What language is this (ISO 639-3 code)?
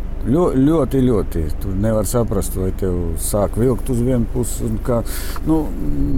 lav